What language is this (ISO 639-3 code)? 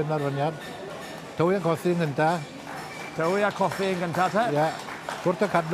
cym